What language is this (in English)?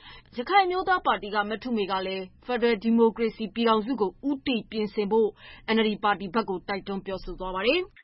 Burmese